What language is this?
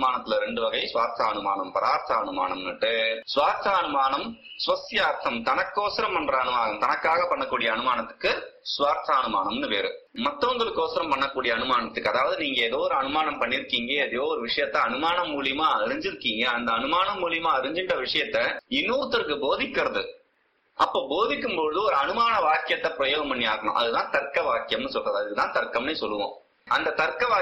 Tamil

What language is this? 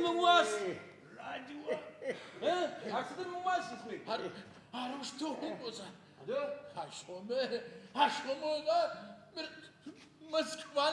Adyghe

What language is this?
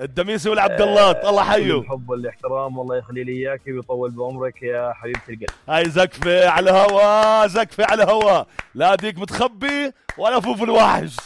North Levantine Arabic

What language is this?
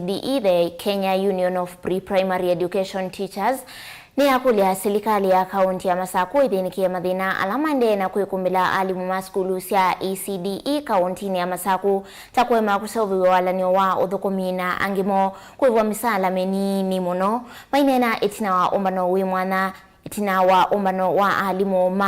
Kamba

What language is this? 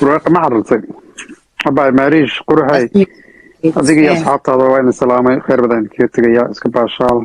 Somali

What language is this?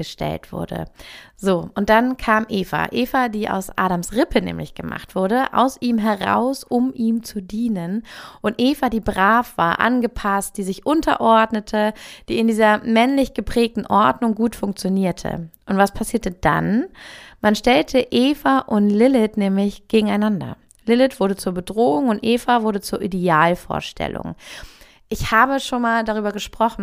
German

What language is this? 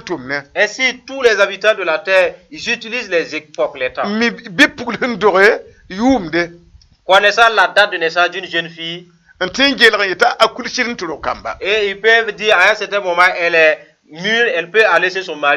Mossi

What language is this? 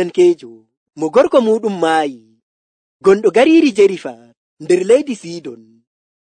Nigerian Fulfulde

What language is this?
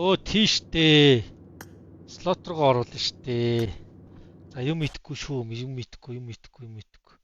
Mongolian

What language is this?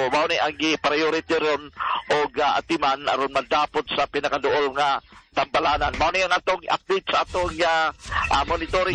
Cebuano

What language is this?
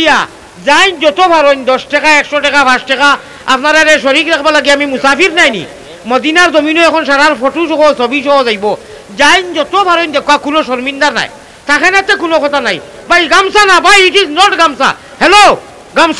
Sylheti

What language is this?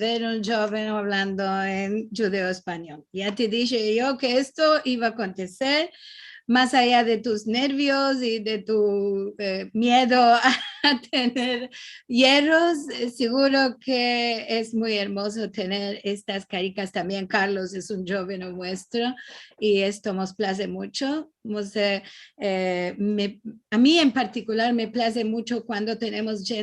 Ladino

